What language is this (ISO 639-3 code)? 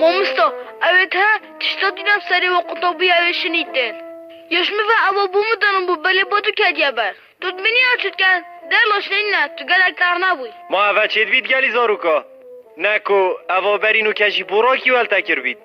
kur